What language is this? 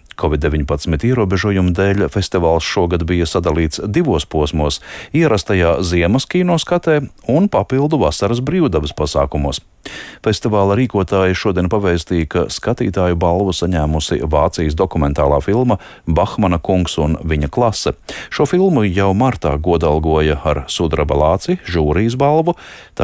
Latvian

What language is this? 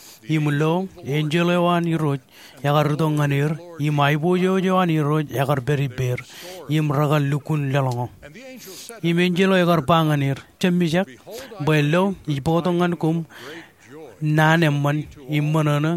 Marshallese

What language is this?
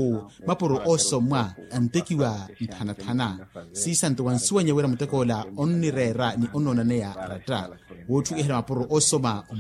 Makhuwa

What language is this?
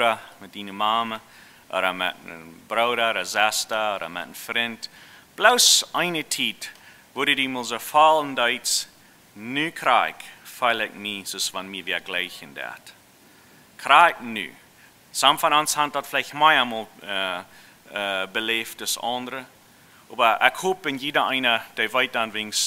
Plautdietsch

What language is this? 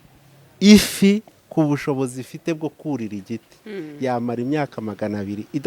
Kinyarwanda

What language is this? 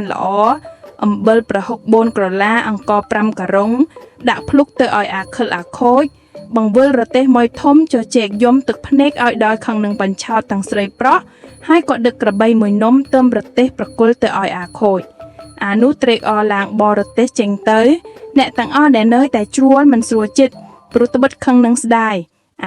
Khmer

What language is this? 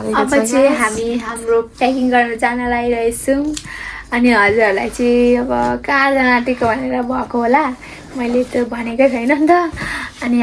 Nepali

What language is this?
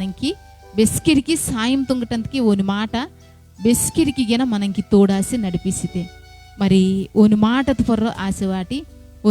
Koya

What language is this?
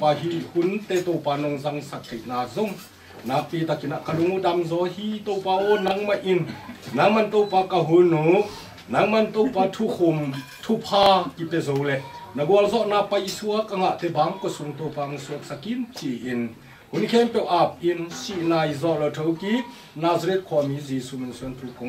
Tedim Chin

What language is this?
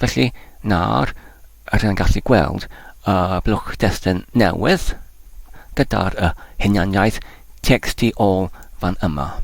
Welsh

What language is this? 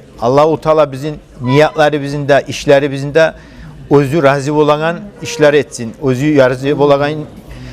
Kumyk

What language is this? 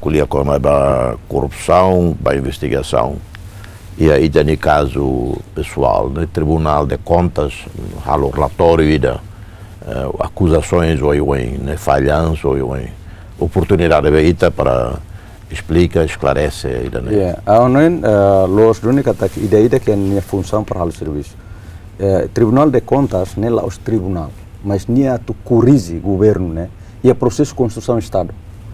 Tetum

